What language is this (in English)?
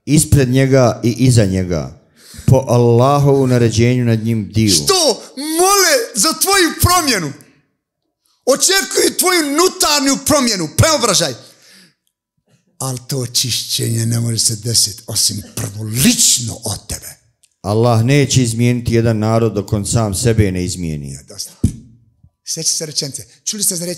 Bosnian